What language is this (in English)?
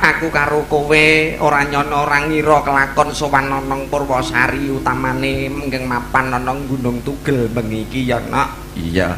Javanese